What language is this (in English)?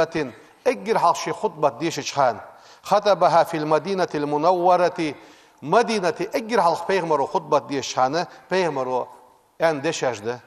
Ingush